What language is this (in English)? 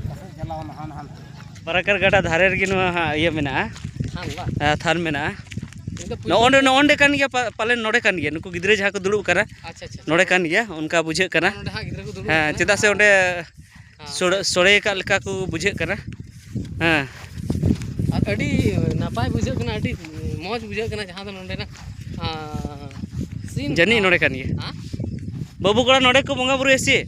Santali